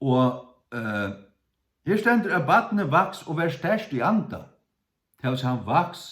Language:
Faroese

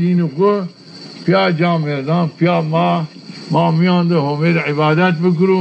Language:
Zaza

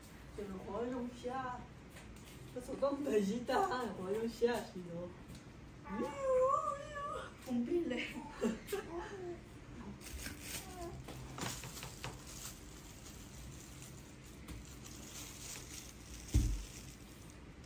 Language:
Vietnamese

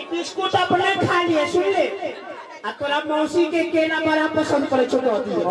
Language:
Maithili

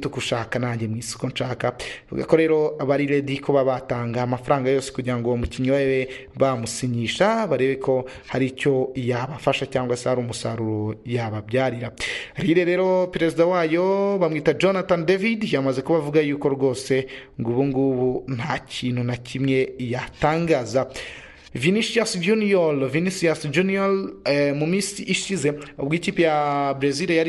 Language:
Kinyarwanda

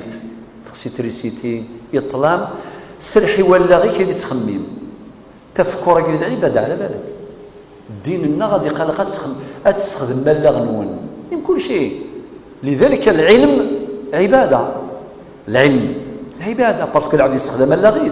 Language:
Kabyle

